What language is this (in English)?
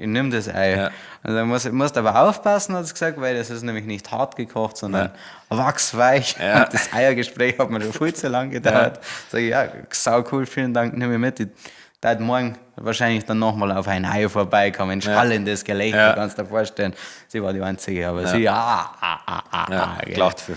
Bavarian